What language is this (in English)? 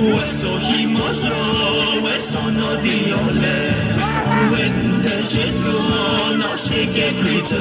Yimchungru Naga